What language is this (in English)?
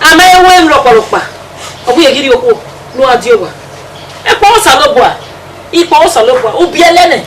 Bini